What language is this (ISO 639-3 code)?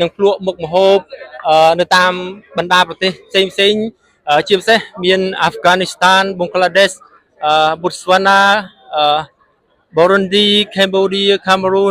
khm